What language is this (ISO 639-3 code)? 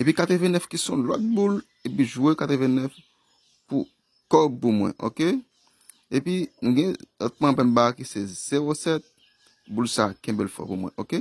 hat